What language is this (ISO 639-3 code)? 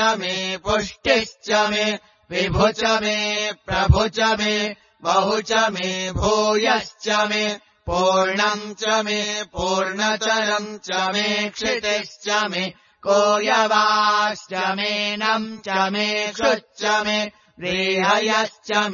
san